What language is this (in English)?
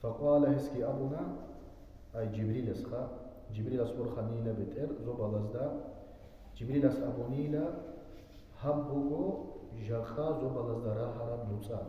Avaric